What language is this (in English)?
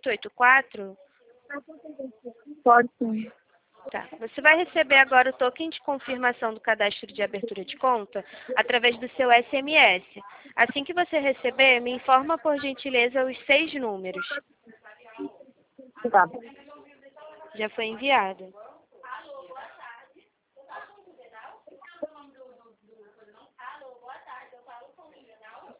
Portuguese